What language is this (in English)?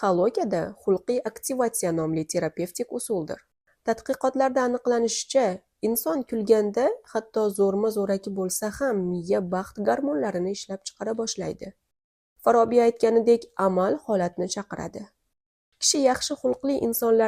Uzbek